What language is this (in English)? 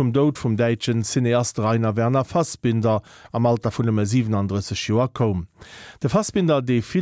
Luxembourgish